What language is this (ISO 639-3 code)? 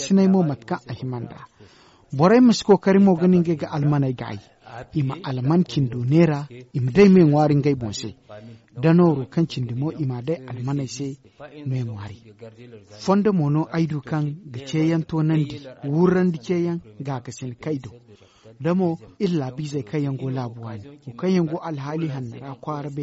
dje